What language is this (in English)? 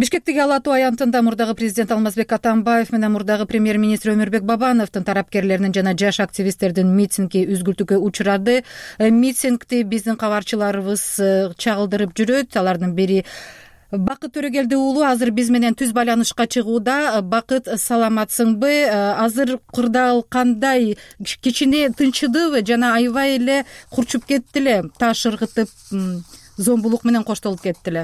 Kyrgyz